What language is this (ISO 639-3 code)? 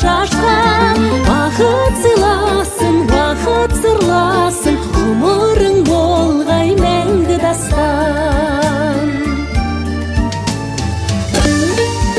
kaz